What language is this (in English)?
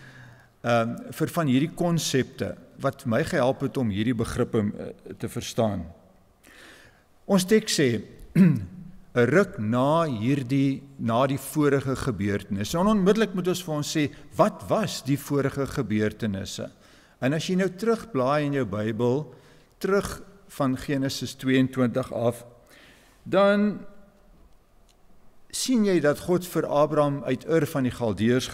Afrikaans